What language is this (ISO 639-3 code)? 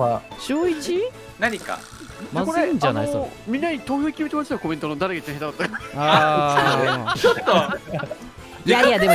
jpn